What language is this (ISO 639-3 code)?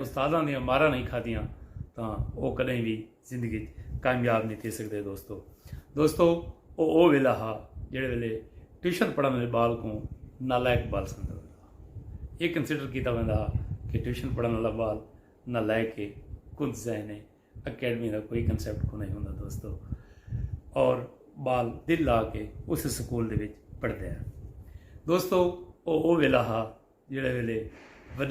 skr